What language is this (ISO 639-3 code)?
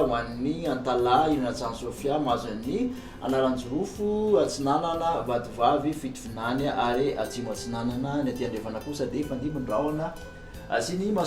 mlg